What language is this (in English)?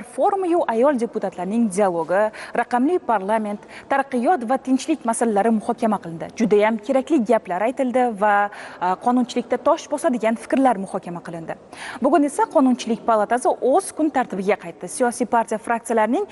Uzbek